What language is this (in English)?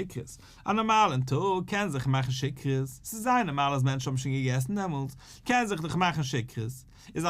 Yiddish